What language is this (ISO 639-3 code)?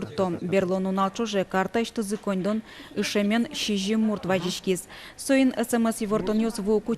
udm